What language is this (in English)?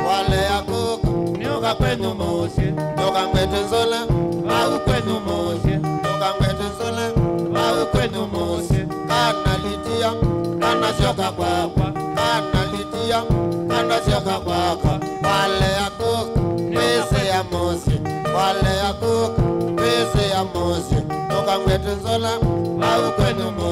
Kamba